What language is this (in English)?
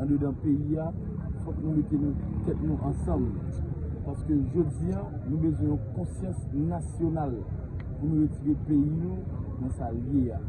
Haitian Creole